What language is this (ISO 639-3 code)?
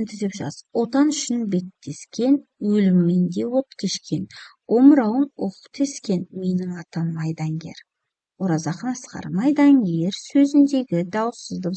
kaz